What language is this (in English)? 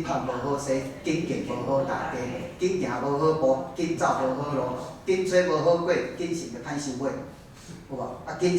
Min Nan Chinese